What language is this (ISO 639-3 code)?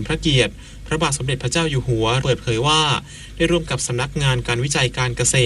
tha